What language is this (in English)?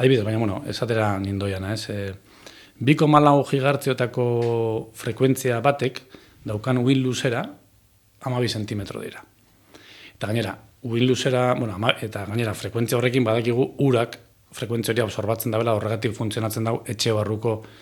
Basque